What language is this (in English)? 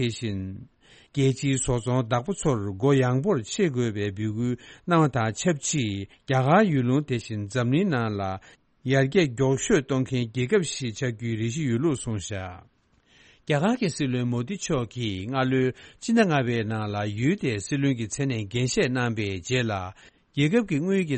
Tibetan